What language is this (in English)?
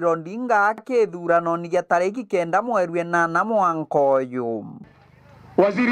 Meru